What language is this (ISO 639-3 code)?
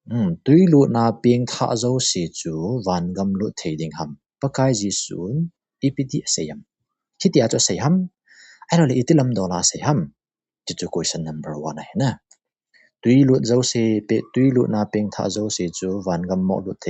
tcz